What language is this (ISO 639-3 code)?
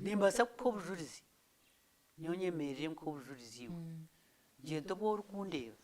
nyn